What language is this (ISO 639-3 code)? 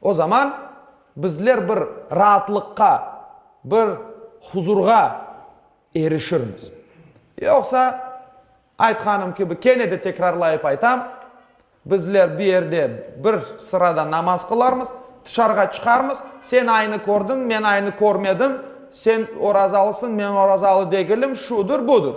crh